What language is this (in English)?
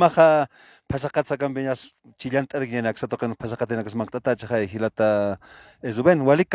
Aymara